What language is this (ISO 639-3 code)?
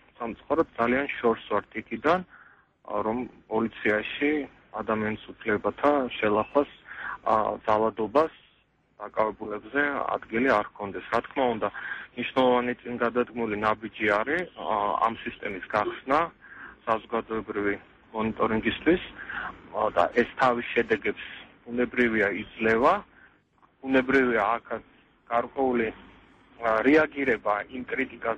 kat